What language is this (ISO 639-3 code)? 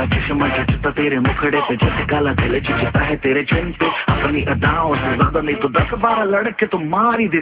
ben